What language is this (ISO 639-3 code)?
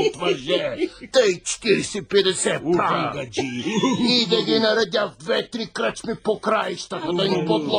bul